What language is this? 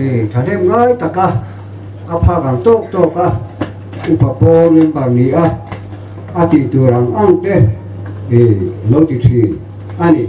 Mizo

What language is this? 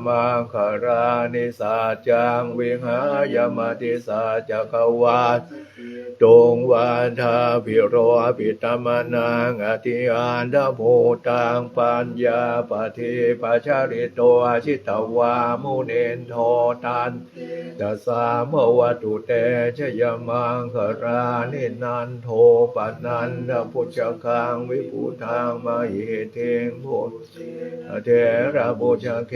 Pali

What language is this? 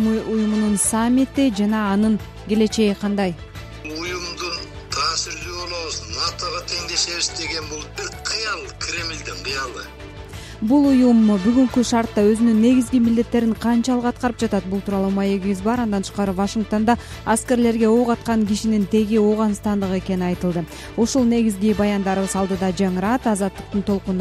Kyrgyz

